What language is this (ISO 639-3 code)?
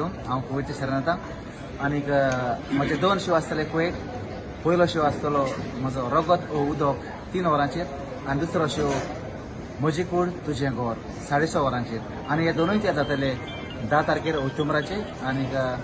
kok